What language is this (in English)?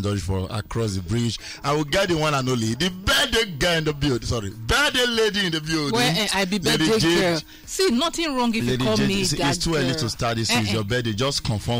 Nigerian Pidgin